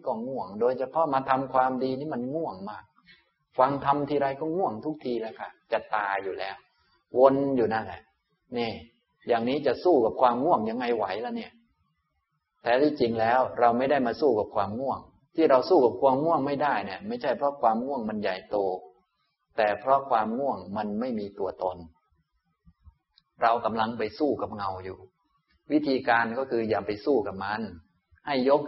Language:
Thai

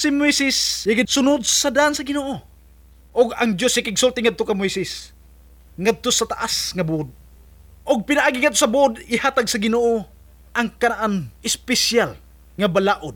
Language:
Cebuano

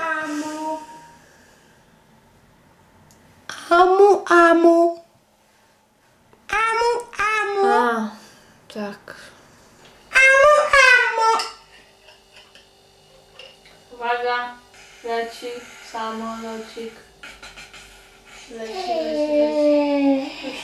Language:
Polish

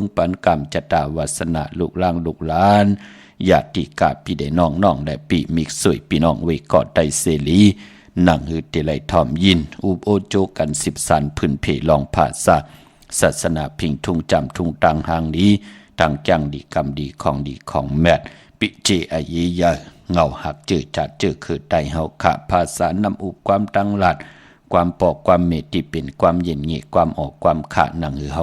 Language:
Shan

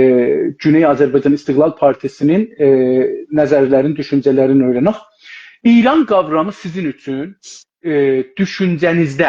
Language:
South Azerbaijani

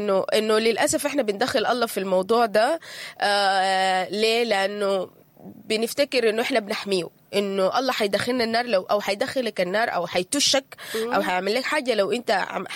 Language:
Sudanese Arabic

